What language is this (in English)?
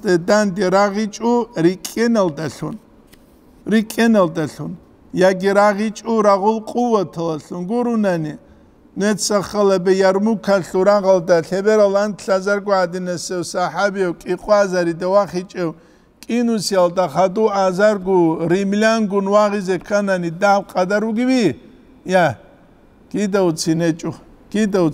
Avaric